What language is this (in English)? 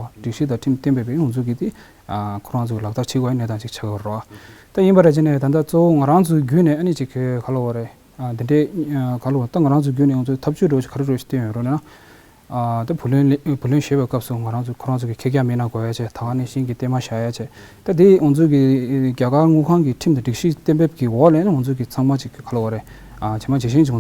Tibetan